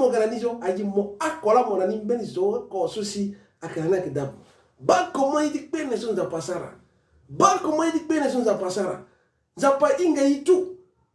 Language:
Sango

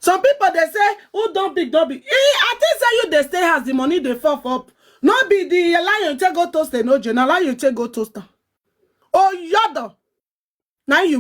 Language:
Nigerian Pidgin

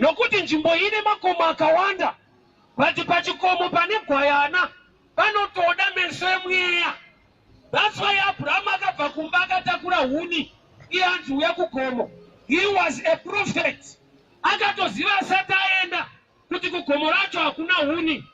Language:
Shona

